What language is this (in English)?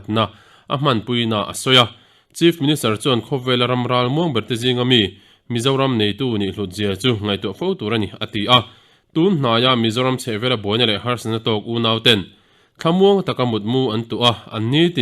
Mizo